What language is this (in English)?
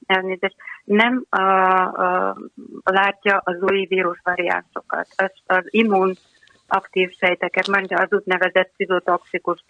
Hungarian